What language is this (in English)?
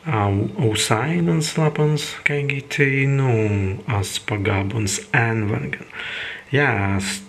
Prussian